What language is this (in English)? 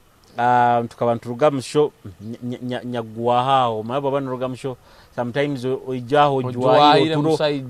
Nyoro